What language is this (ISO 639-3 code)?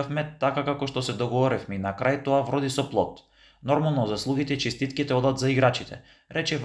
mkd